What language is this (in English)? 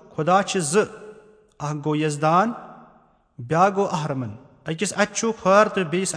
Kashmiri